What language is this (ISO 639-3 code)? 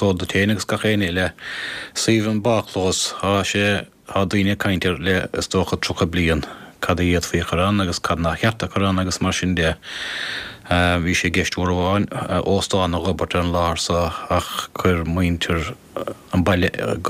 gle